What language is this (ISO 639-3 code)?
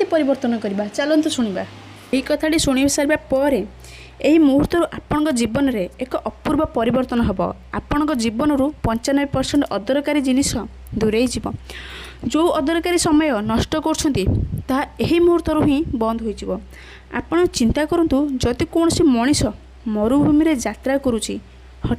ori